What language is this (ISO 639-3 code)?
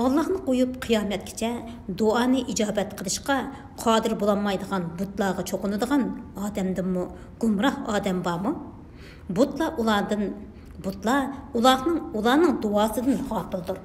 uig